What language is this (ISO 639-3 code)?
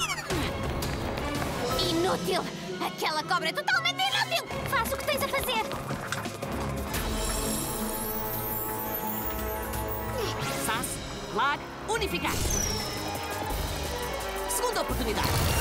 por